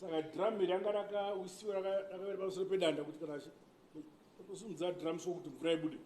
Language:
Shona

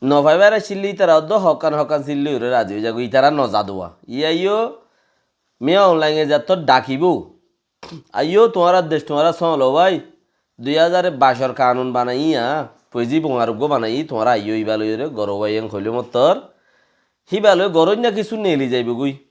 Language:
Rohingya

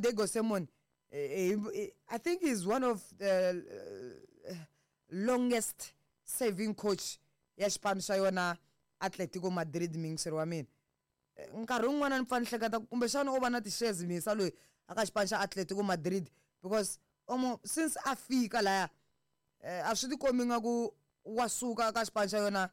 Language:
Tsonga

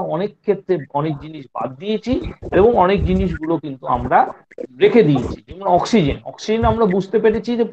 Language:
Bangla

